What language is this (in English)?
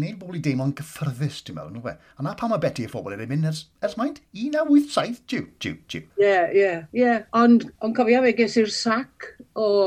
Welsh